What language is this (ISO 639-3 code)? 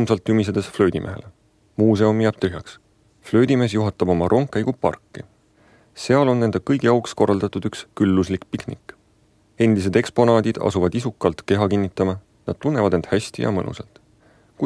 est